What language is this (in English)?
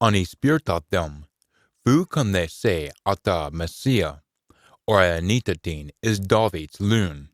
Scots